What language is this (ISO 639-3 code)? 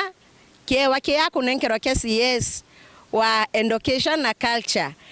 mer